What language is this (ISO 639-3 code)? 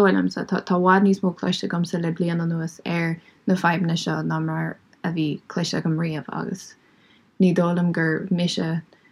gle